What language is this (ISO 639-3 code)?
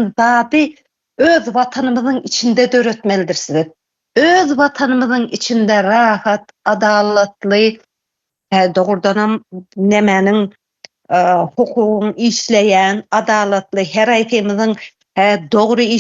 tuk